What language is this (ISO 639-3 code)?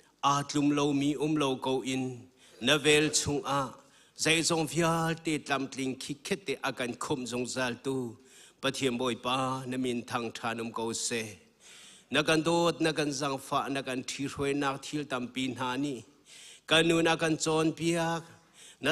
cnh